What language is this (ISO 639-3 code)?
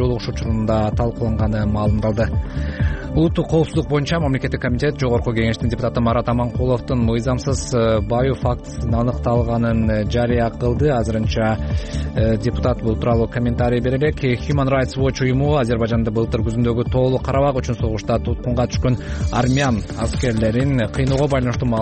kir